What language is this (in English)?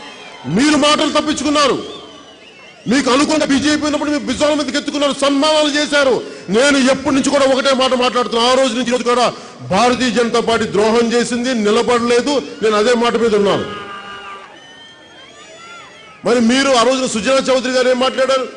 Telugu